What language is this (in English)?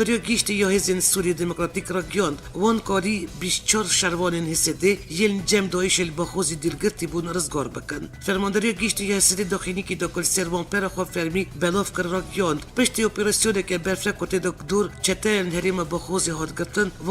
Kurdish